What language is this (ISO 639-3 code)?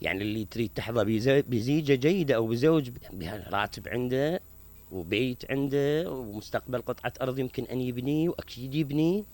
acm